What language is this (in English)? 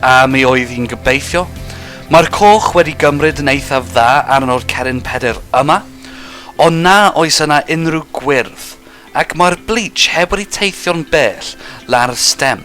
Welsh